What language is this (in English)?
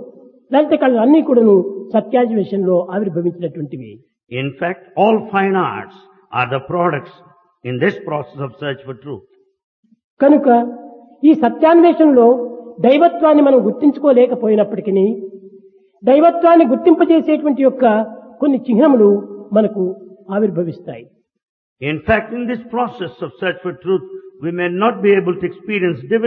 Telugu